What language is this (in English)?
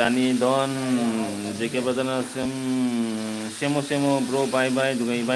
Manipuri